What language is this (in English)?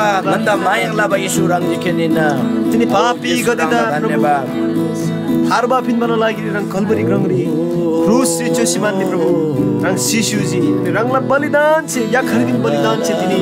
Eastern Tamang